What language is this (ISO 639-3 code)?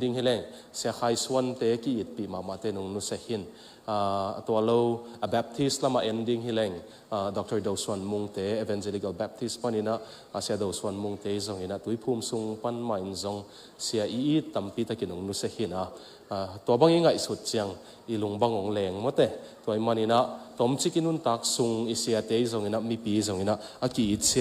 ctd